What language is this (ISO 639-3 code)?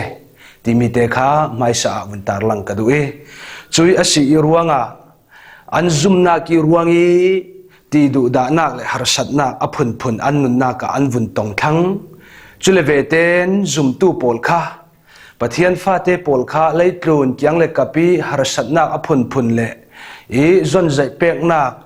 cfm